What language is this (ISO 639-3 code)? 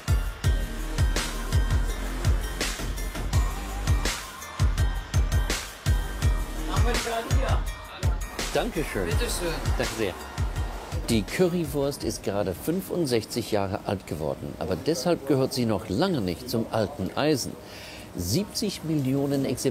deu